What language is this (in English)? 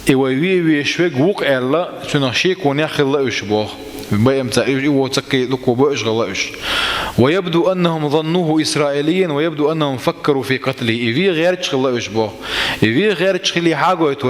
Chechen